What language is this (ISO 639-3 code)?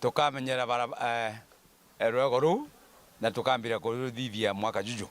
mer